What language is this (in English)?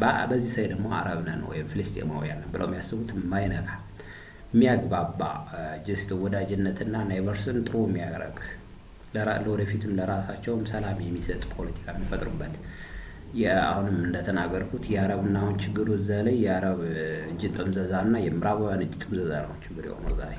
Amharic